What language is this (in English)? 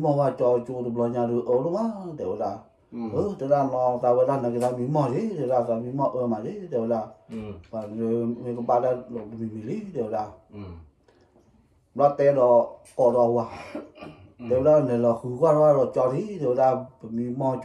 S'gaw Karen